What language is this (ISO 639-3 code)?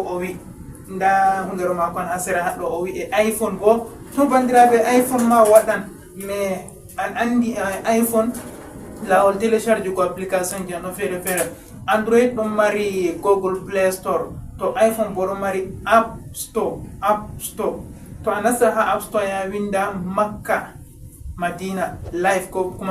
ful